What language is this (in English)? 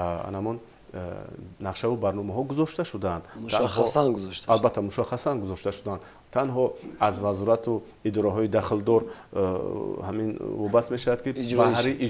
Tajik